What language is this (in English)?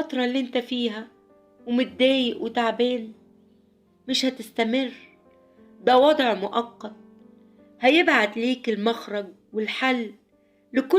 Egyptian Arabic